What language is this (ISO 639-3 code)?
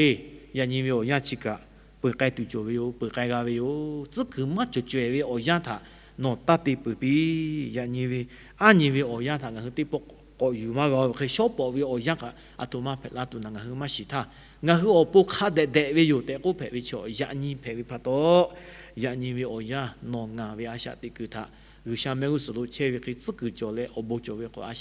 lhu